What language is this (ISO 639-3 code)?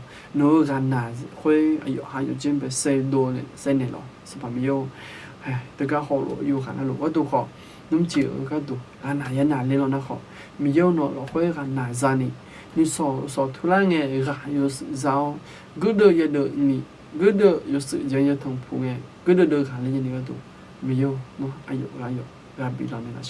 ahk